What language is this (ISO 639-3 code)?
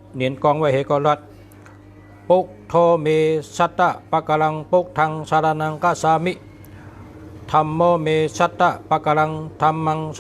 shn